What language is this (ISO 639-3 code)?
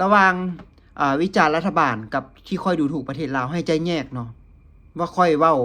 lao